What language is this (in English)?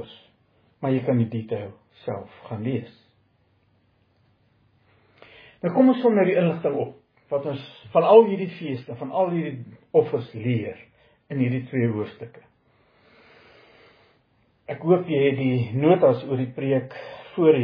Afrikaans